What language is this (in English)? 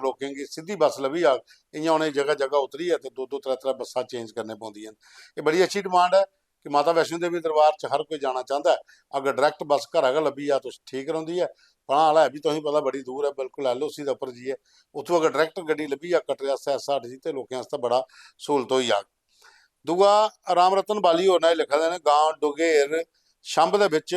Dogri